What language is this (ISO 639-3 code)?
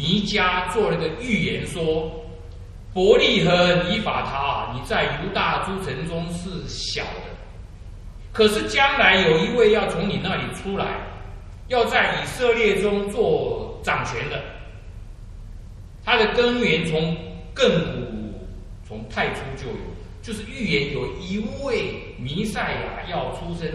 zho